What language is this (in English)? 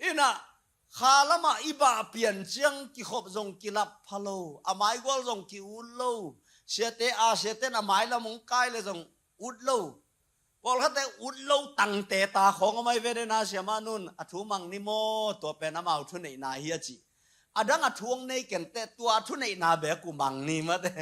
Tedim Chin